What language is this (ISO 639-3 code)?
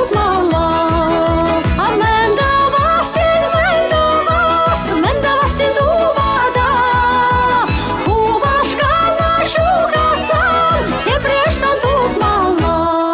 chv